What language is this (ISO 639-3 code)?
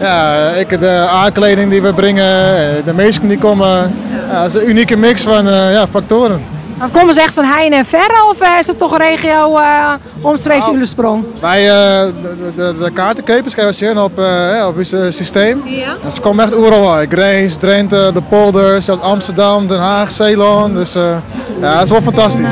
fry